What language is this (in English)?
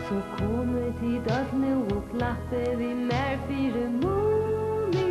Faroese